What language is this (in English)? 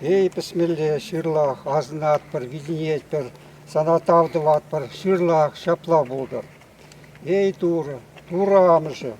Chuvash